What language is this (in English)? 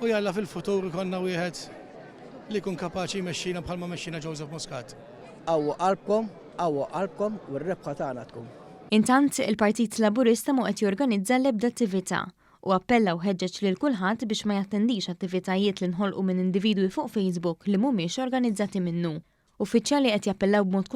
Maltese